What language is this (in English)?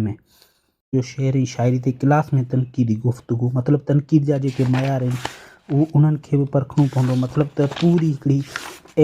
Sindhi